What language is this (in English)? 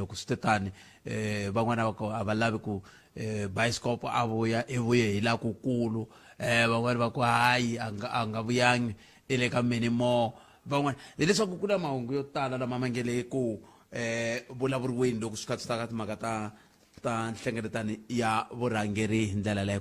Tsonga